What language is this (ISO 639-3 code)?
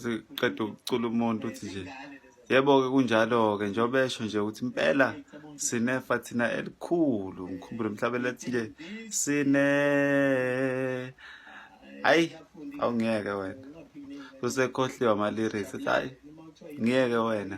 zul